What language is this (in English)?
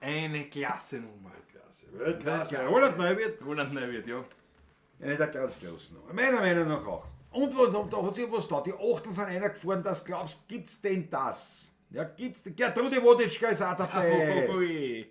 Bavarian